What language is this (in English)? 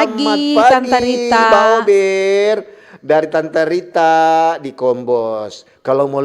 Manado Malay